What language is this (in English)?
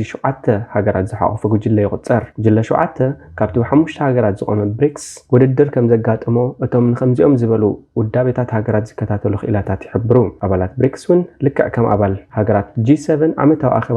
Tigrinya